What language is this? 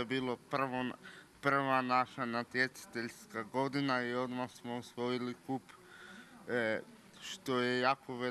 Croatian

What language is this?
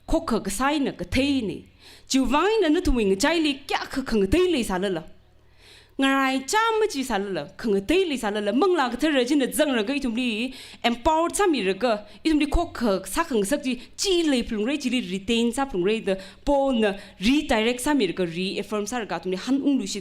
Tangkhul Naga (India)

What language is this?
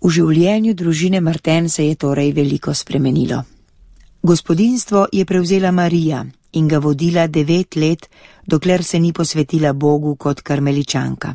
Slovenian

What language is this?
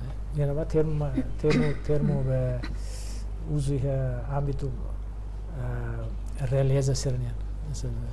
Tetum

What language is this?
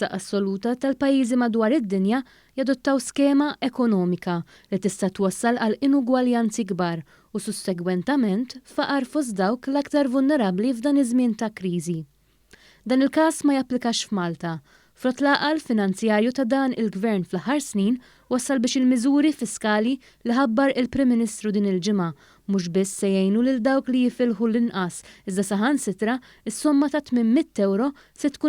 Maltese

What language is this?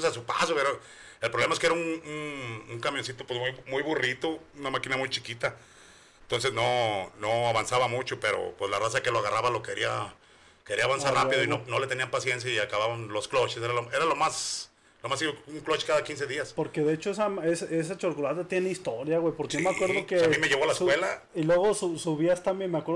Spanish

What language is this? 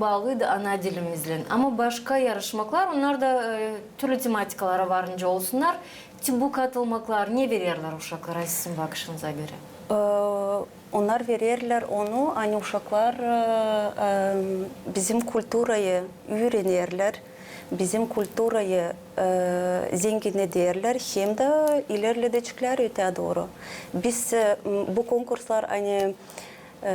Gagauz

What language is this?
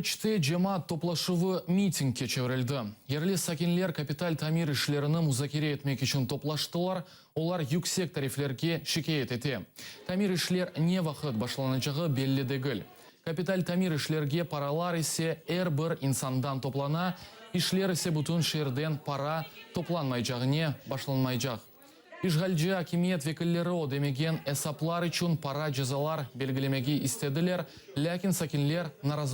Crimean Tatar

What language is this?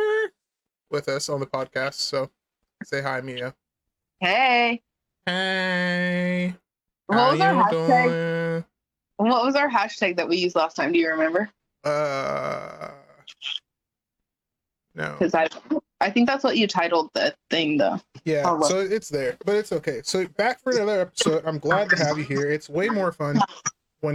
English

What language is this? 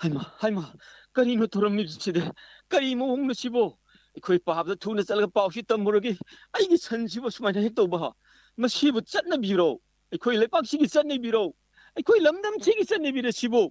Manipuri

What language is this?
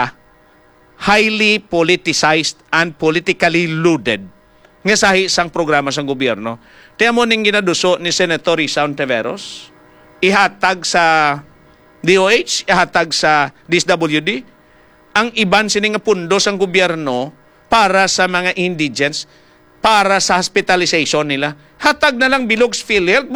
Hiligaynon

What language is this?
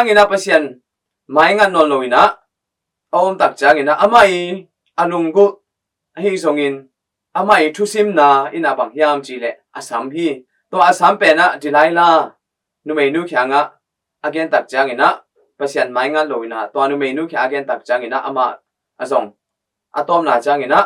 Tedim Chin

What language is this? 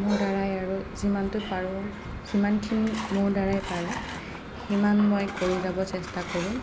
Assamese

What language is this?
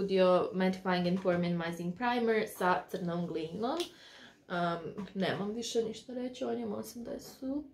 Croatian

